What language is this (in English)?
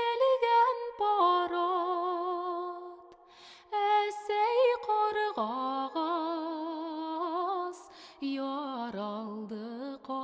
Bashkir